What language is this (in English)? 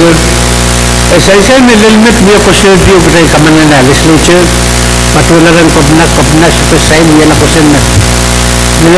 Pohnpeian